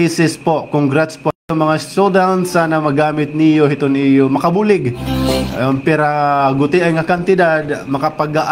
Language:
Waray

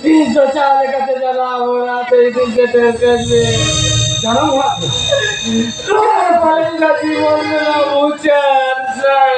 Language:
Santali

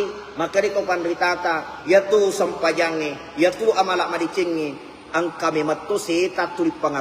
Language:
Buginese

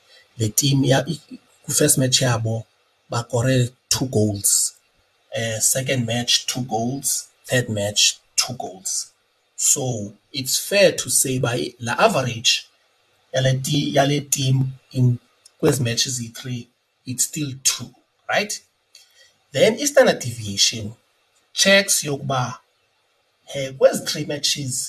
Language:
Xhosa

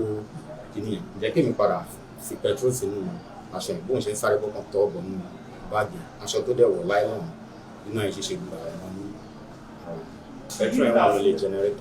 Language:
Yoruba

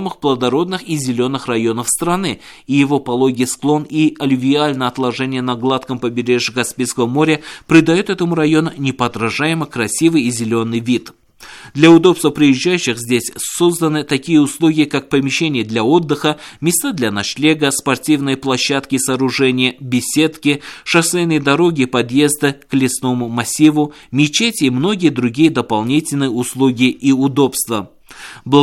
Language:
Russian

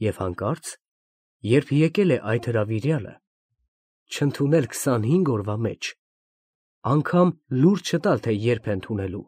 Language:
Armenian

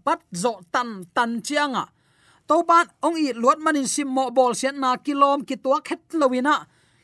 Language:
Tedim Chin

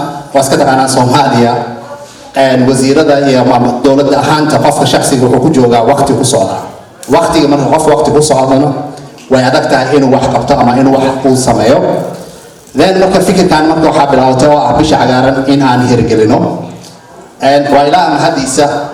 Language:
Somali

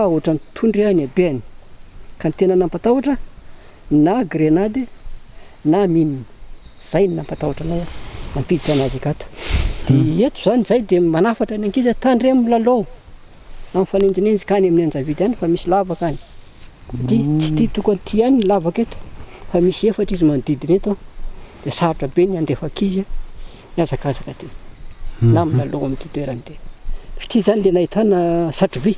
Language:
Malagasy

